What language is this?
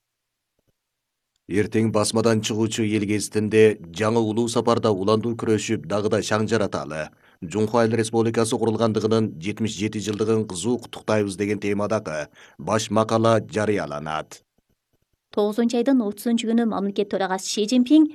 Kyrgyz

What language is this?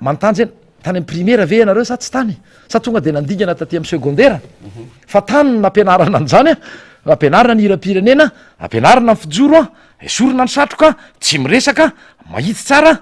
Malagasy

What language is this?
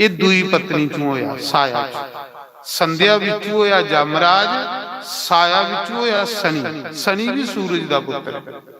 Dogri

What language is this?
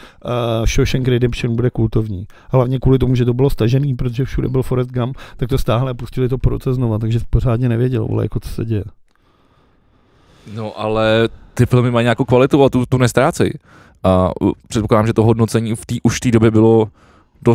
Czech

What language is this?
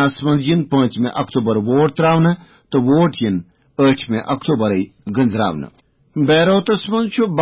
Kashmiri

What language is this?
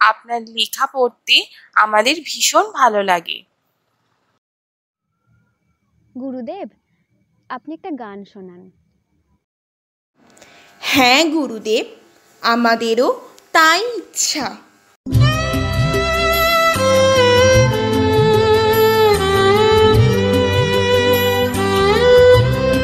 Bangla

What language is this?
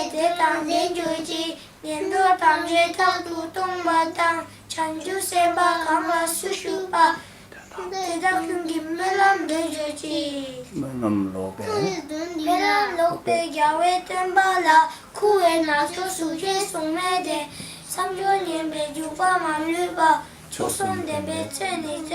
Tibetan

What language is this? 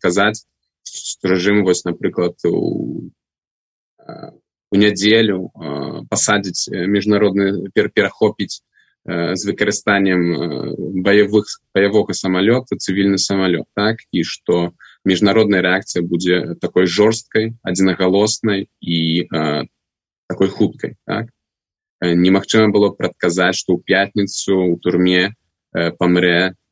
Belarusian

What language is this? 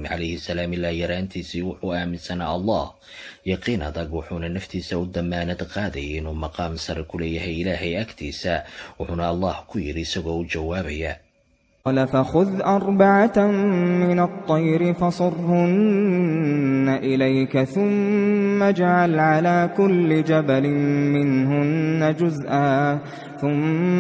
Somali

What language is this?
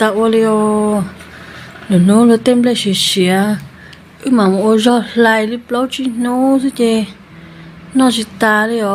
Hmong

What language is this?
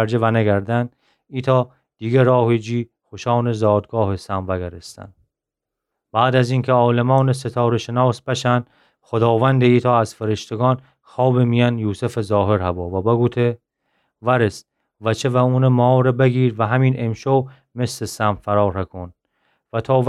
Gilaki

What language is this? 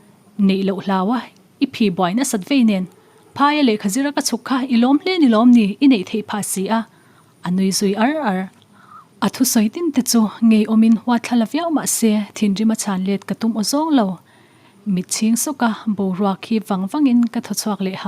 Mizo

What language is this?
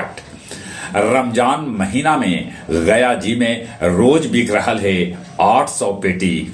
Magahi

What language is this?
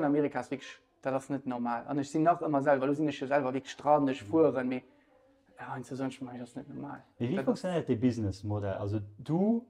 Luxembourgish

